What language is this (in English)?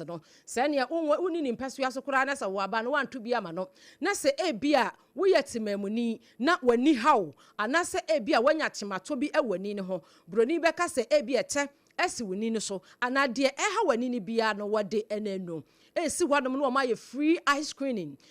Akan